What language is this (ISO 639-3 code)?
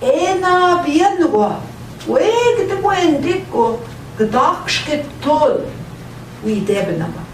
ojc